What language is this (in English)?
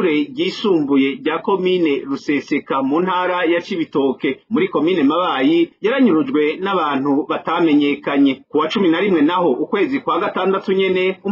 Rundi